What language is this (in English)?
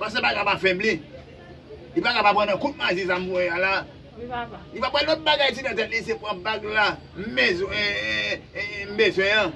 Haitian Creole